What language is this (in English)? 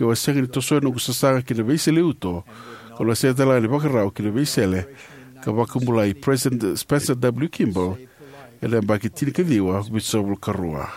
Fijian